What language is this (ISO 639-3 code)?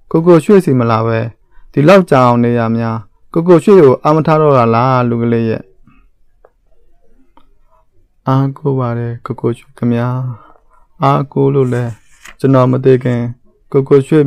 mya